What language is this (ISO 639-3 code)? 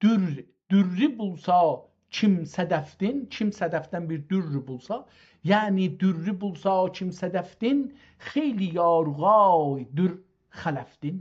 azb